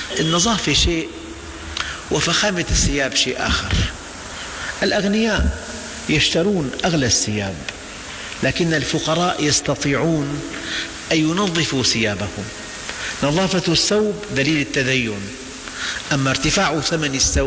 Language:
Arabic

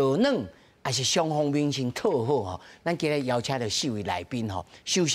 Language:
Min Nan Chinese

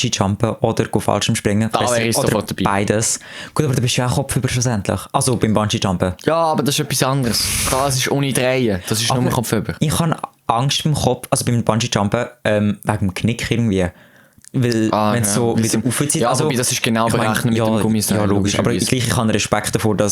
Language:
Swiss German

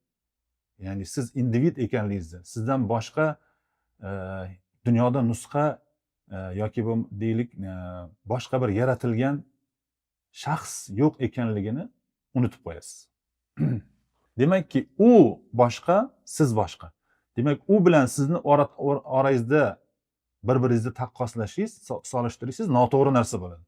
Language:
Uzbek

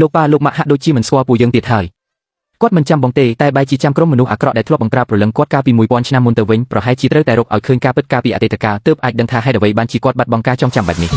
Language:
Khmer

